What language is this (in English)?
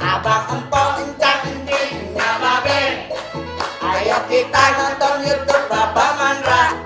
Betawi